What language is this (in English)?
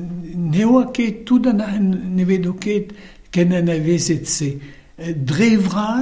Breton